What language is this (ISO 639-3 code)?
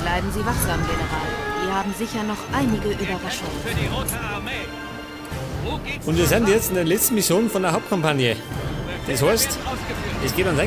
bar